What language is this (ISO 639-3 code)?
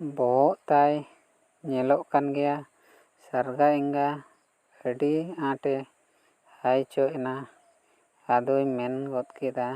sat